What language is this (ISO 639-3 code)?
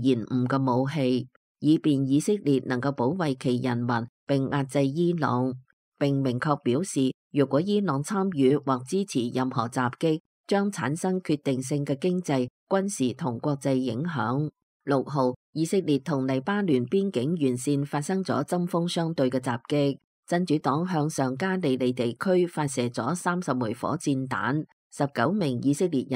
yue